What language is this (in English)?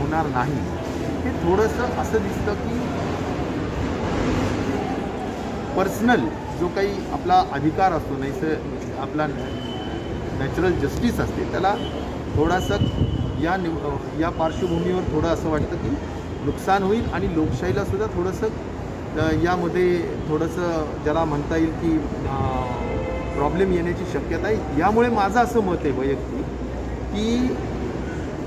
Marathi